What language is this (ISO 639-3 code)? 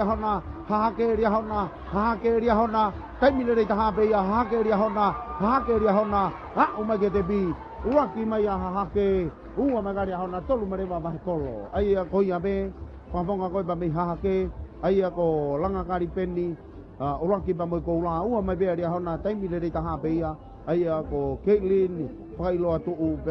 ton